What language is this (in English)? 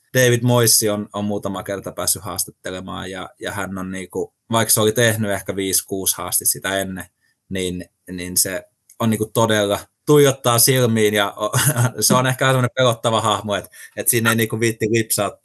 Finnish